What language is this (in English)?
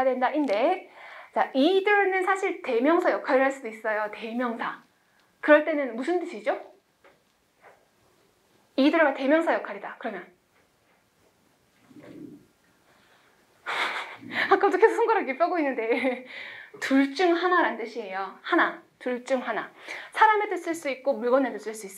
Korean